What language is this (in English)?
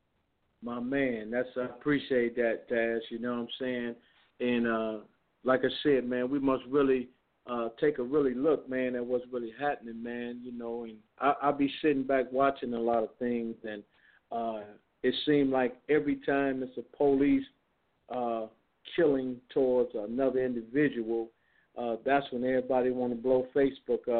English